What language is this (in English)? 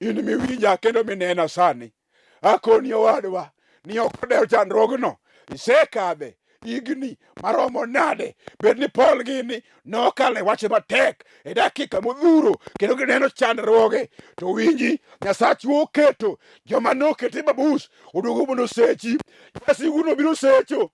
Luo (Kenya and Tanzania)